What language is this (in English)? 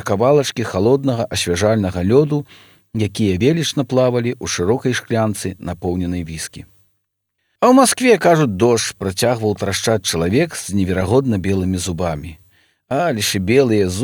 Belarusian